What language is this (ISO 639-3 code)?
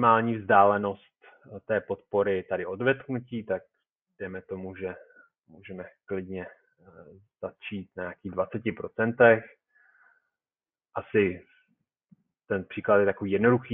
ces